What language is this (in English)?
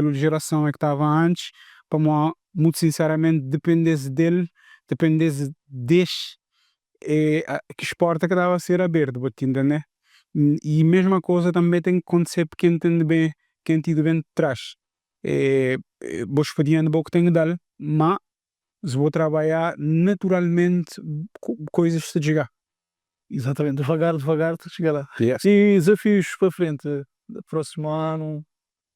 Kabuverdianu